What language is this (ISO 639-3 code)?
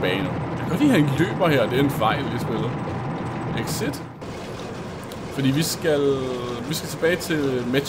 dan